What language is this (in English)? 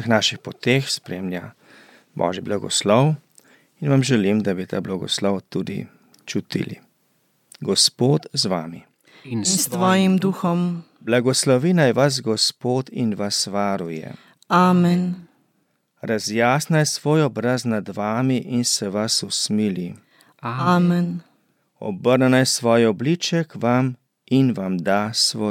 Slovenian